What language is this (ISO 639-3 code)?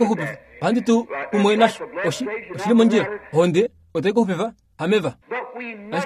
kua